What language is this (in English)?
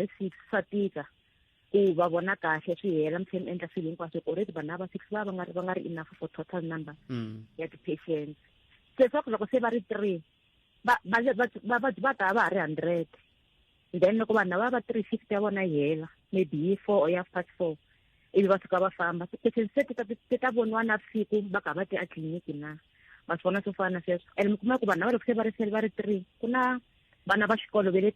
Tsonga